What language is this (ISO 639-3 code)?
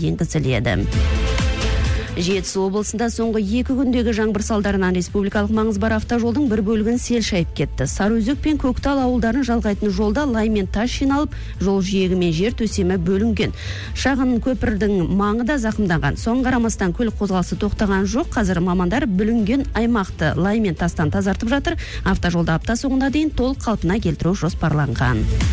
kaz